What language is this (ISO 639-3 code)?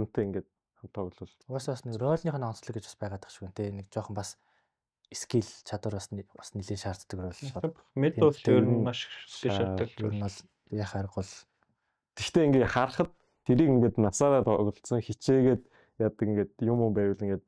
mon